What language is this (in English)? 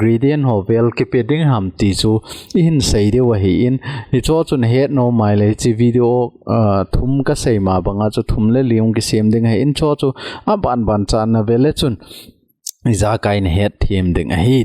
Thado Chin